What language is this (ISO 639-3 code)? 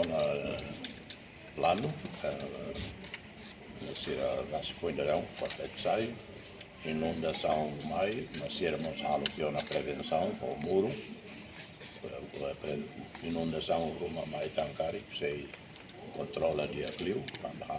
tet